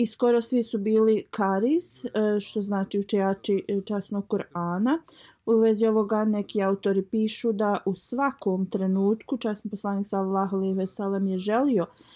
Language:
Bosnian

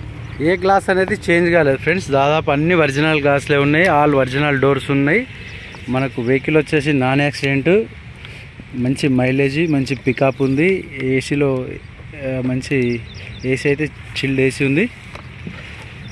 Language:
Telugu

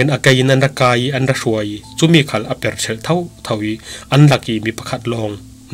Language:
Falam Chin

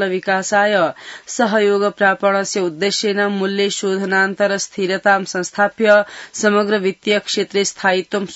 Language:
Sanskrit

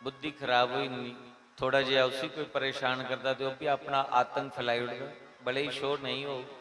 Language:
Dogri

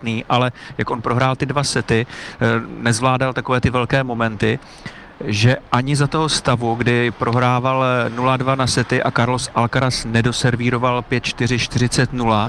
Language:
Czech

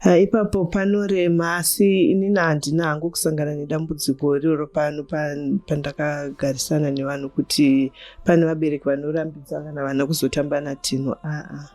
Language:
Shona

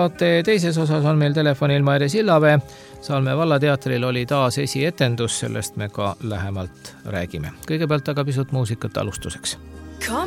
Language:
Estonian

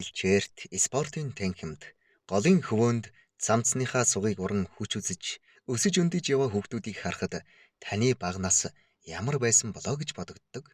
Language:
Mongolian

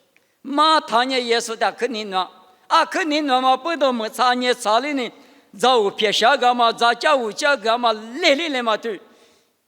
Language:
Lisu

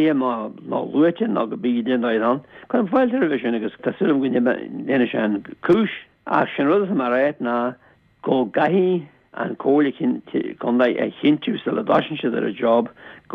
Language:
Irish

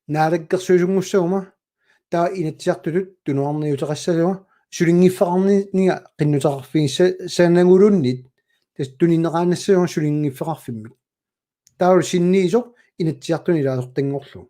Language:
Kalaallisut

